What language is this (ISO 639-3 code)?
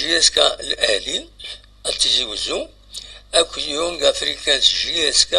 kab